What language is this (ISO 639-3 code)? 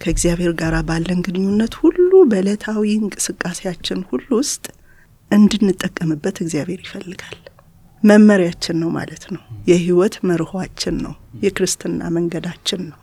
amh